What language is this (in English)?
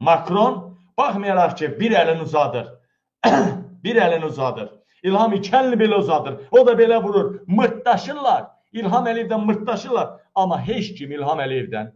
Azerbaijani